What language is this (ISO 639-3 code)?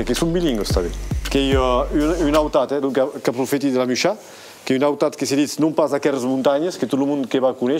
oci